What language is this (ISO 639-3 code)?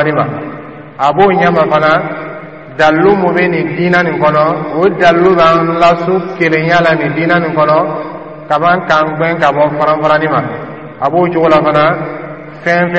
dyu